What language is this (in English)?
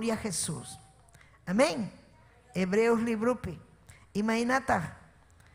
Ayacucho Quechua